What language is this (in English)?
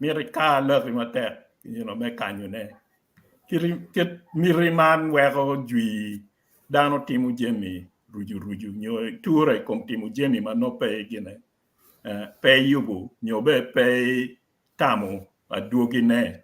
Acoli